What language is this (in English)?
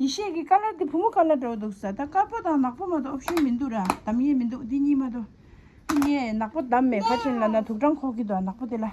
Tibetan